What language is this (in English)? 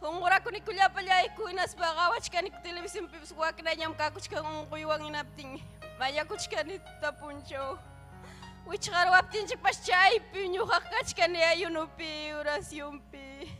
Ayacucho Quechua